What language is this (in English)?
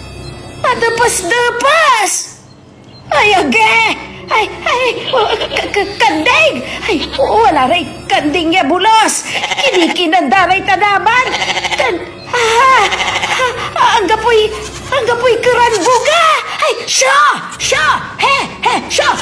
Pangasinan